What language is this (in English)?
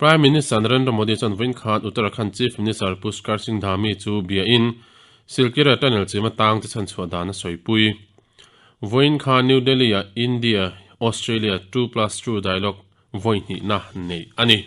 Mizo